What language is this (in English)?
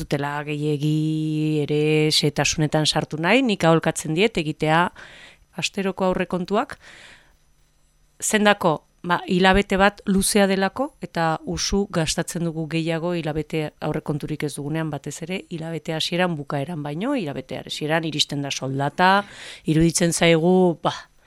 Basque